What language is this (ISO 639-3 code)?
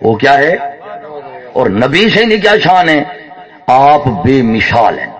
skr